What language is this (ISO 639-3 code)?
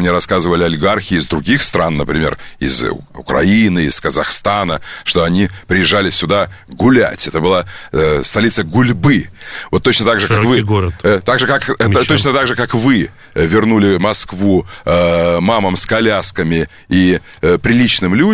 rus